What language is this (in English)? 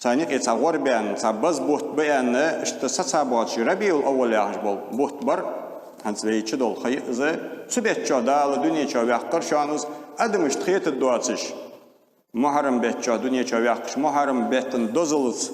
Ingush